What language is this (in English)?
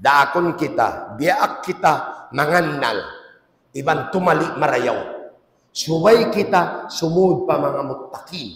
Tausug